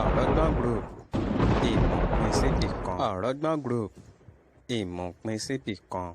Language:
Yoruba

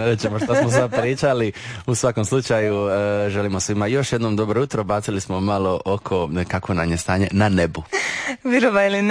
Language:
Croatian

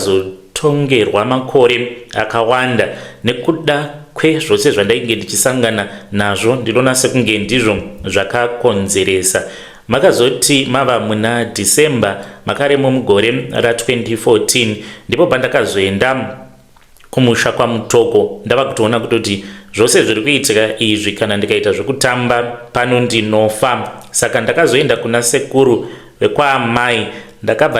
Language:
Shona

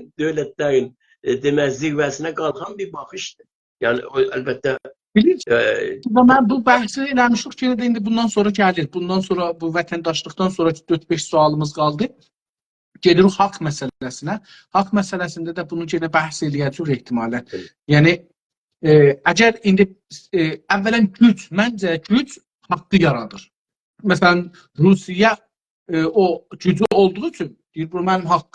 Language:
South Azerbaijani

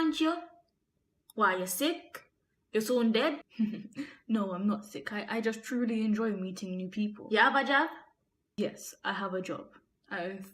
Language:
Jamaican Creole English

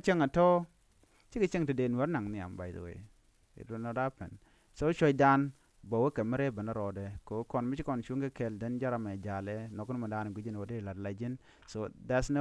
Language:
Nuer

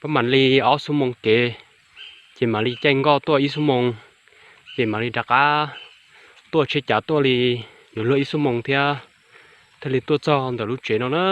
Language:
Hmong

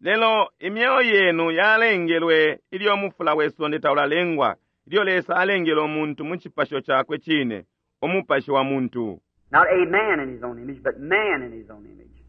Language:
Bemba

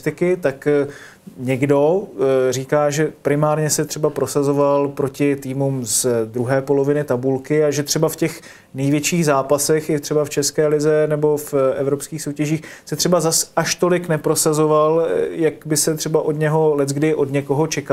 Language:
Czech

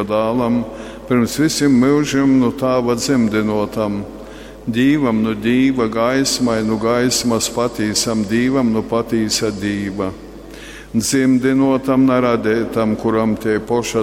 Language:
Latgalian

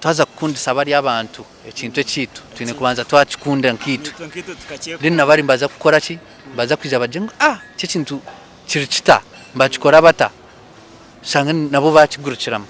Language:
Nyankole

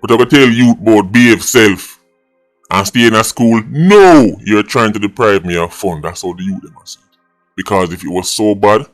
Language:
Jamaican Creole English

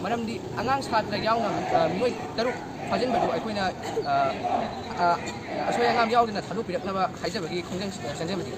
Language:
Manipuri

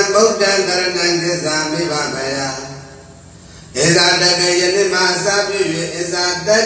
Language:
Burmese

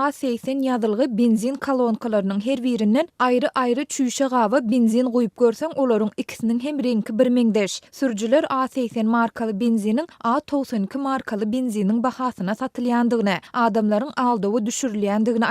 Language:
Turkmen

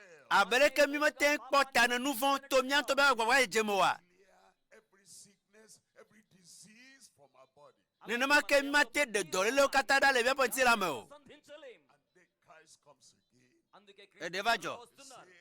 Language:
Ewe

